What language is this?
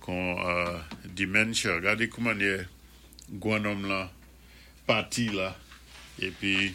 Saint Lucian Creole French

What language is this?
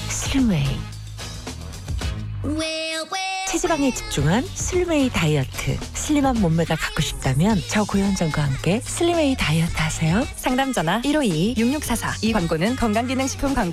Korean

